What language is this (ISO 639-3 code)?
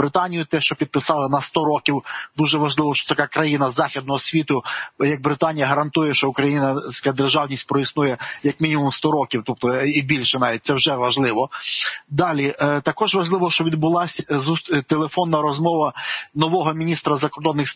ukr